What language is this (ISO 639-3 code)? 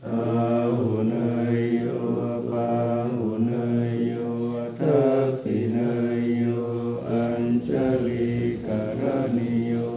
pli